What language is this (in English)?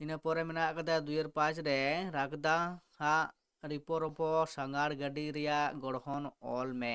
Santali